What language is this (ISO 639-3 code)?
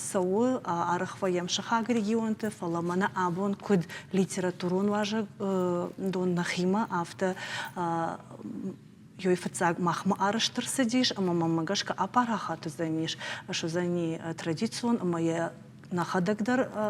oss